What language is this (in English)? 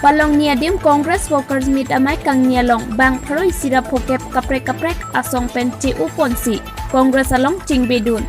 Karbi